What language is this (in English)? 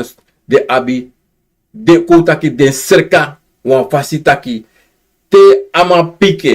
Sranan Tongo